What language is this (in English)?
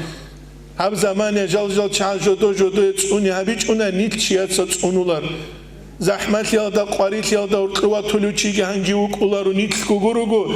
Avaric